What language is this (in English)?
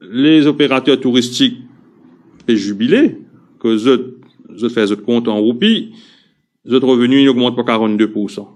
Morisyen